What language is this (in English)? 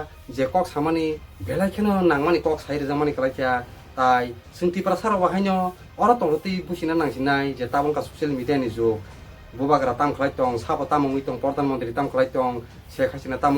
Kok Borok